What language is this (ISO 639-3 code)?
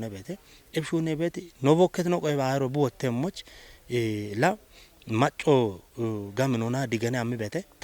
kbr